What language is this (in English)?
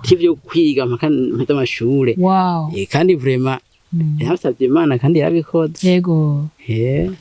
Rundi